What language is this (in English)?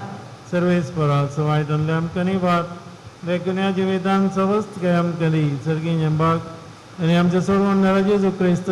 Konkani